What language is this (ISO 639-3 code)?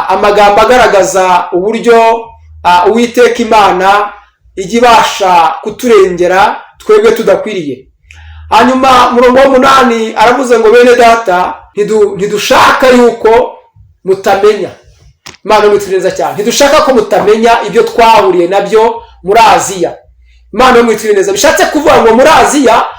kin